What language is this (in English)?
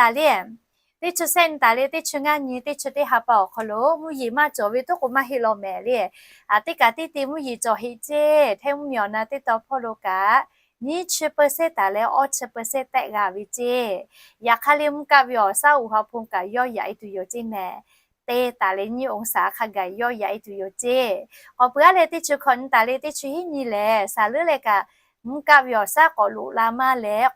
Lahu